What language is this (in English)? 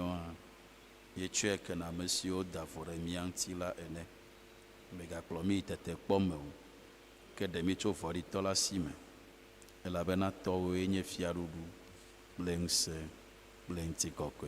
Ewe